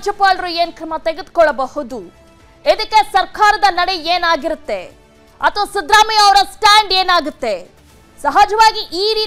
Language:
Kannada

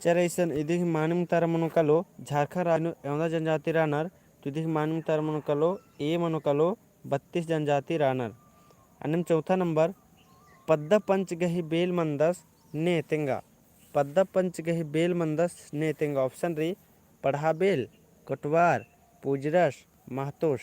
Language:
Kurukh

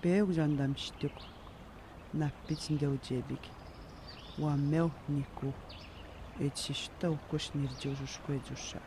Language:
Atikamekw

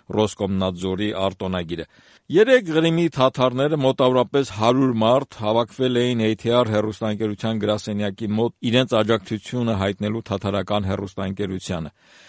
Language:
Armenian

